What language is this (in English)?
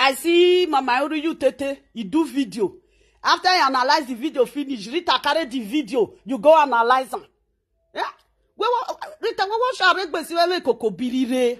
Nigerian Pidgin